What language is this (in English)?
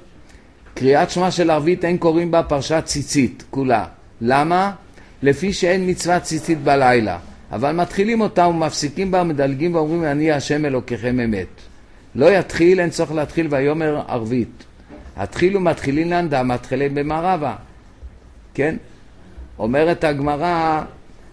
Hebrew